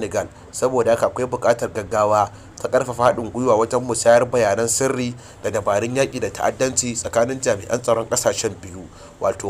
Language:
Hausa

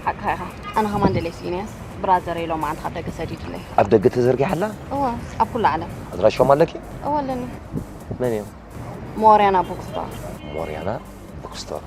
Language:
Tigrinya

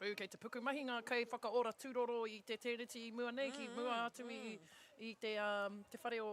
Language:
Māori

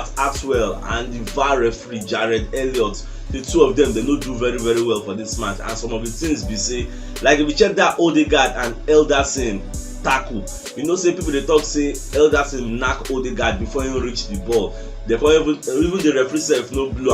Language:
Nigerian Pidgin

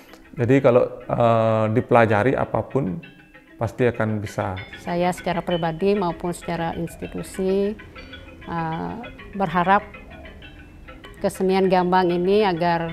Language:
Indonesian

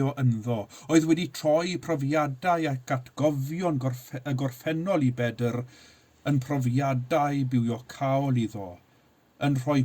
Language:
Welsh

